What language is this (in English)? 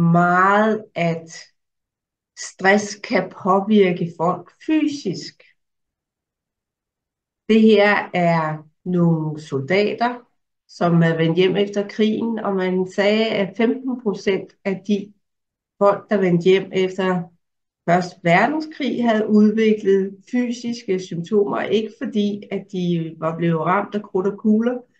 Danish